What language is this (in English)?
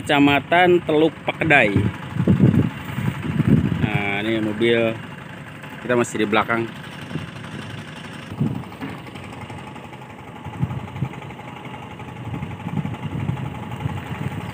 Indonesian